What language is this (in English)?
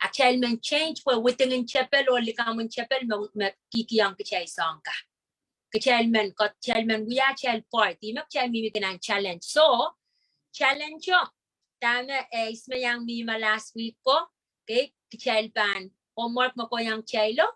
Pohnpeian